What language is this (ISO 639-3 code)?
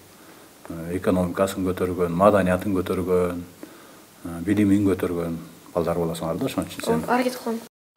kir